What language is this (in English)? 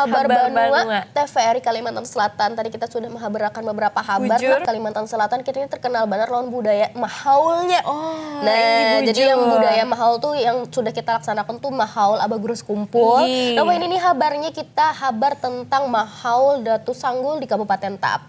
Banjar